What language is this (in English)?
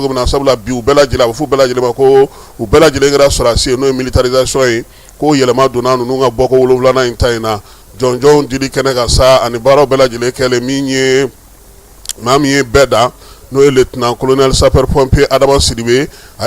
Bambara